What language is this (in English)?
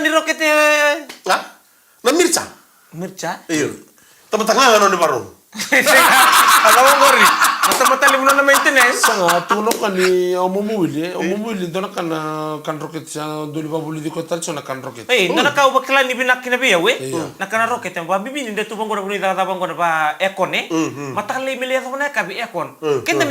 Fijian